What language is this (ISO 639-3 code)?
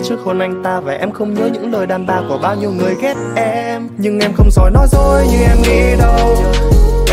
vie